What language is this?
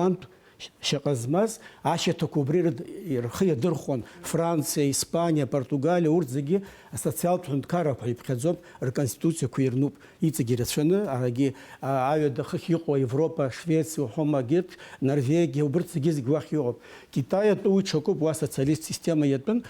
Abkhazian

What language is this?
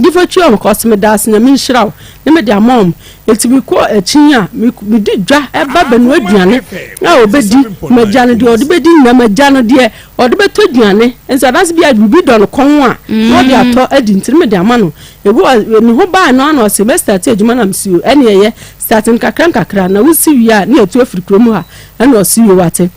Akan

